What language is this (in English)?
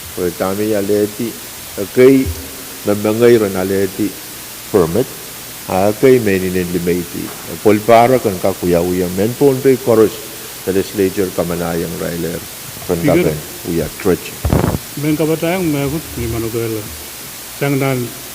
Pohnpeian